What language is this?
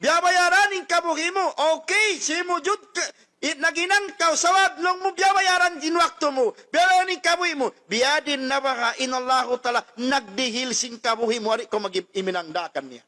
Tausug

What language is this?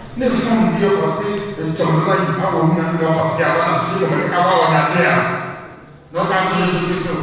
Ewe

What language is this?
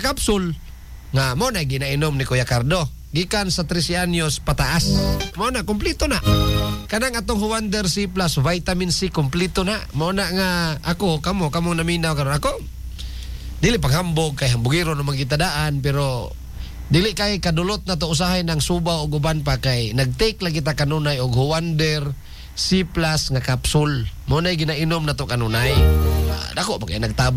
Cebuano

